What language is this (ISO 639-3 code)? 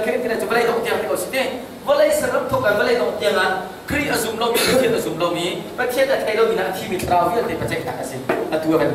cnh